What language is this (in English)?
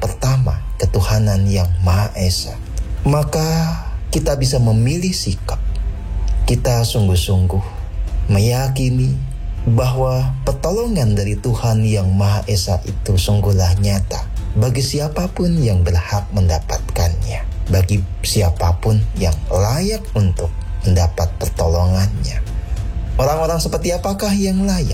Indonesian